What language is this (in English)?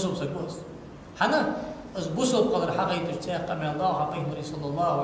Ingush